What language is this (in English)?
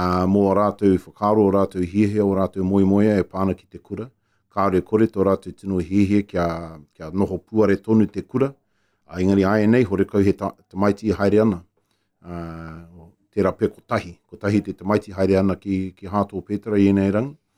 Māori